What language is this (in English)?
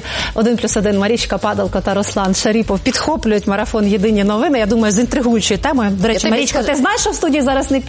Ukrainian